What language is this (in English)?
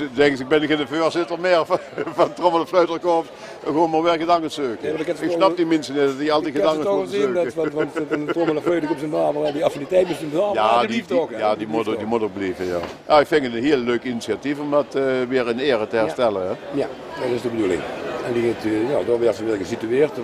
Dutch